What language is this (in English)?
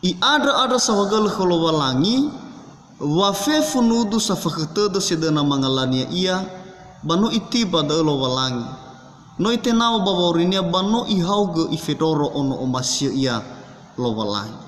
Nias